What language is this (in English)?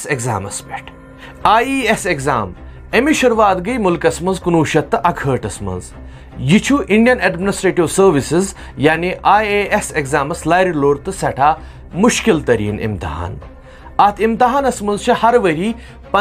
Kashmiri